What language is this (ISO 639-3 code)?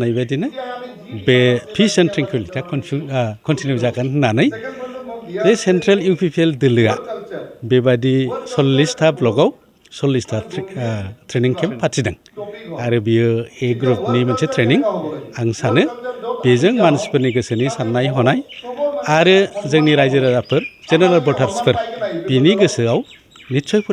brx